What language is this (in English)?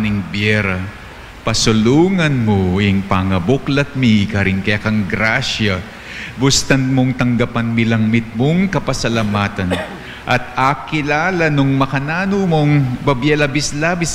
Pampanga